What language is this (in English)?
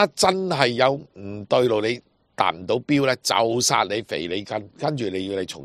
Cantonese